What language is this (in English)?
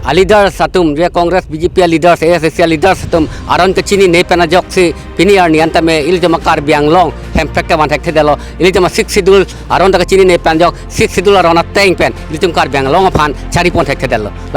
Karbi